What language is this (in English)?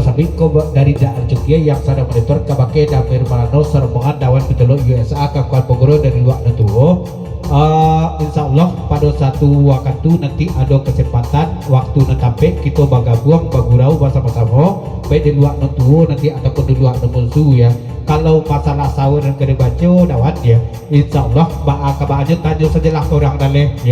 Minangkabau